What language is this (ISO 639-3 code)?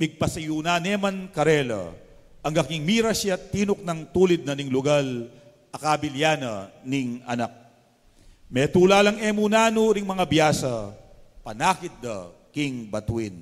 pam